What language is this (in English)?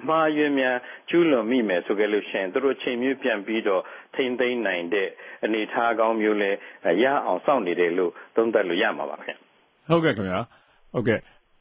Burmese